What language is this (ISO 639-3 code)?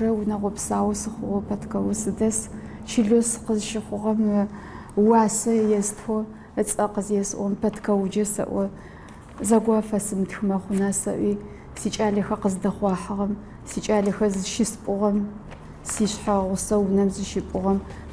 ady